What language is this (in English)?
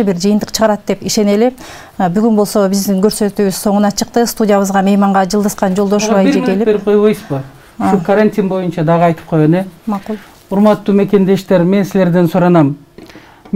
Kyrgyz